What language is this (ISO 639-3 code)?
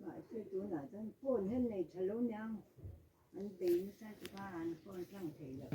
lus